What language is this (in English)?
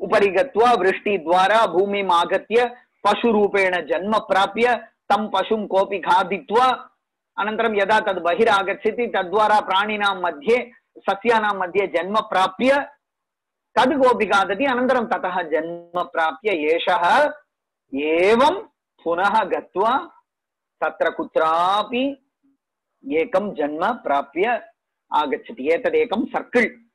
Sanskrit